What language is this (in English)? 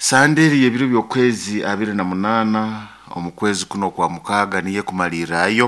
Nyoro